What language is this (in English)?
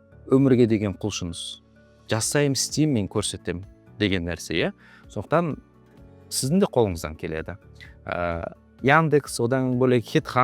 Kazakh